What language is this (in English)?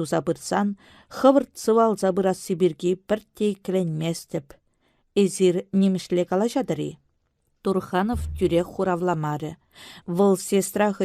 Chuvash